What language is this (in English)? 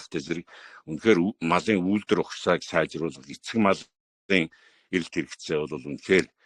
Mongolian